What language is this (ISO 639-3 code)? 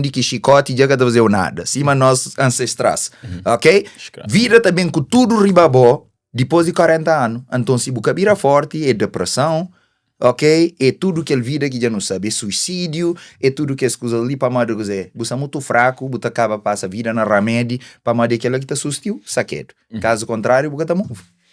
kea